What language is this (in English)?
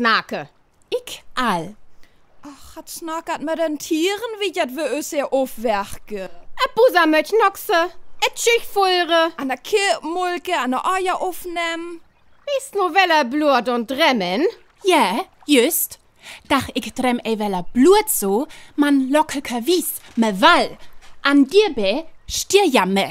Northern Frisian